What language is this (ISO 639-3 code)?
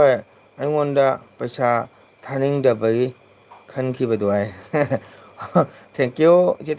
mni